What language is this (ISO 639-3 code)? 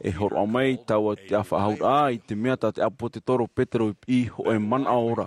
tah